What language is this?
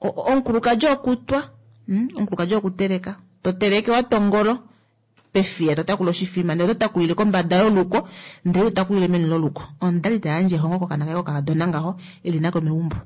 Kuanyama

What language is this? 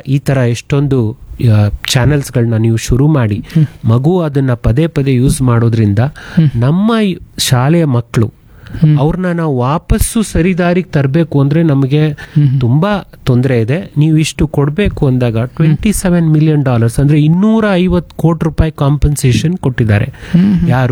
Kannada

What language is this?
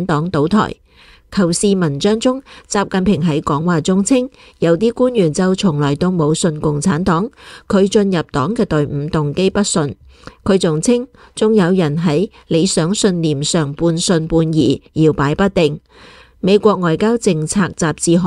Cantonese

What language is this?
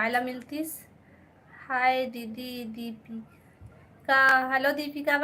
Chhattisgarhi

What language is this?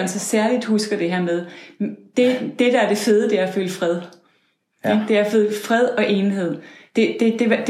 Danish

